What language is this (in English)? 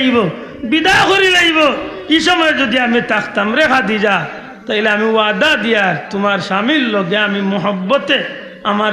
Sylheti